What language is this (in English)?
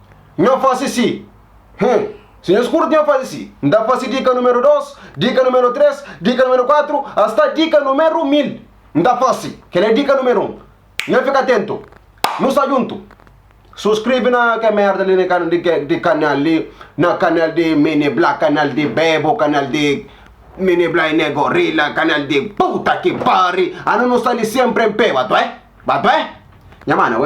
Kabuverdianu